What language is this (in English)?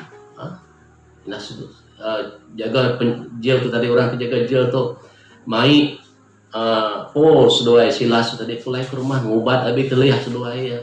Iban